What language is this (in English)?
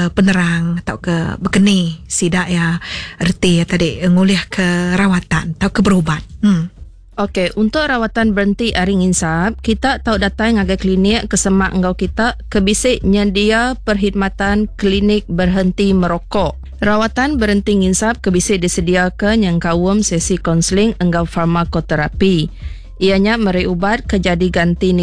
Iban